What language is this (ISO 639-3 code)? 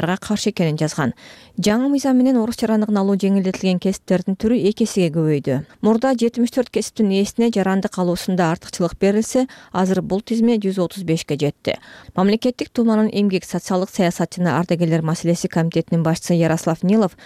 kir